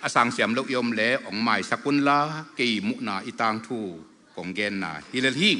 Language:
Tedim Chin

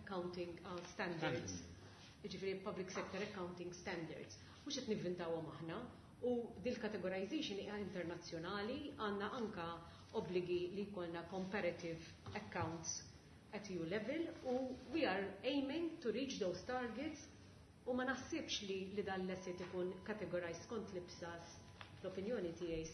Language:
Maltese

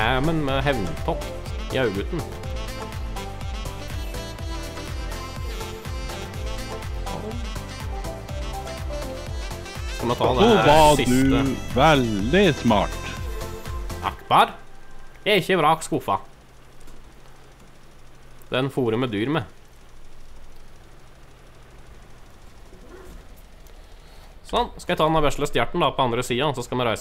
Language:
Norwegian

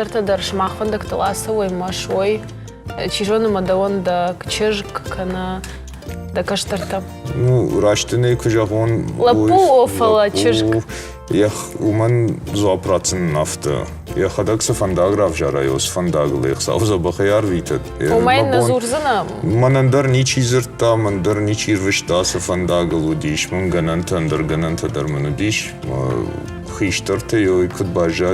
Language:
Ossetic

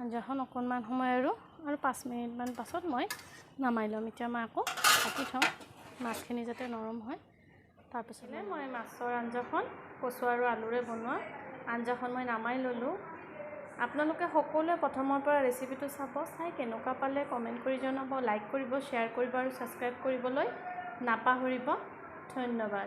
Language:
Assamese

